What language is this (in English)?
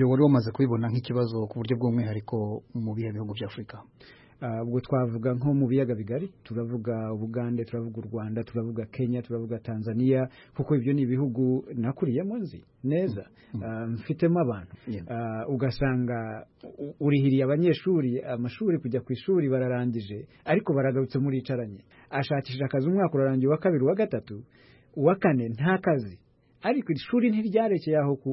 Kinyarwanda